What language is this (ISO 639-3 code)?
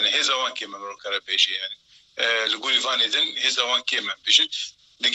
kur